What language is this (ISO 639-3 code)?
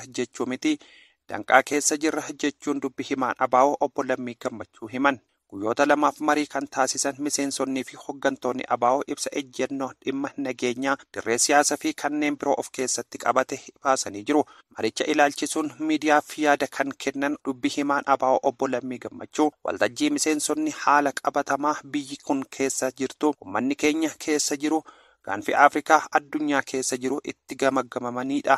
orm